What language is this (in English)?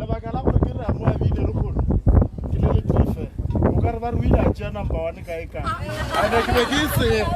Northern Sotho